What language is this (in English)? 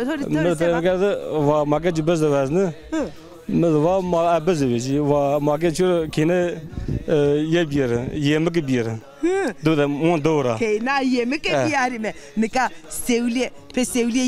Zaza